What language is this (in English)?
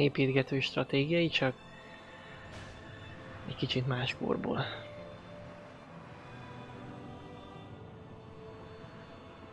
Hungarian